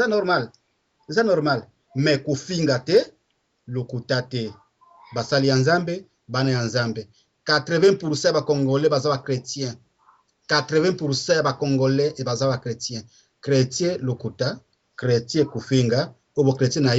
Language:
Lingala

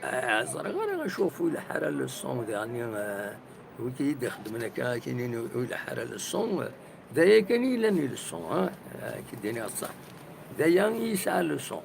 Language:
Kabyle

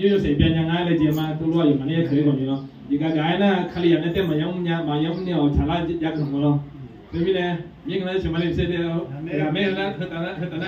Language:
Akha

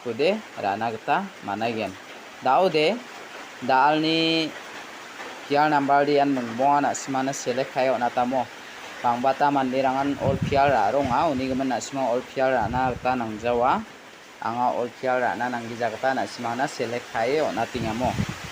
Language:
Garo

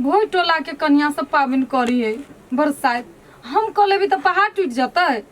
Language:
Maithili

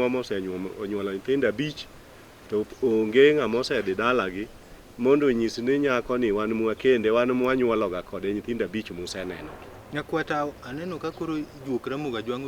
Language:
Luo (Kenya and Tanzania)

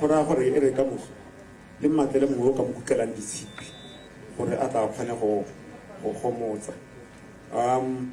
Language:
Tswana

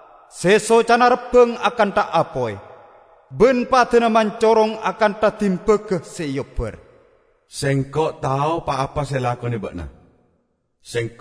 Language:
Madurese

